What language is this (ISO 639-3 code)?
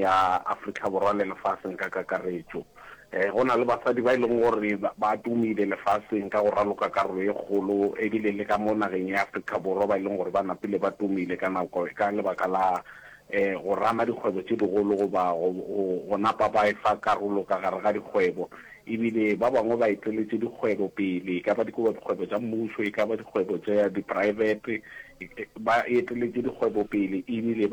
nso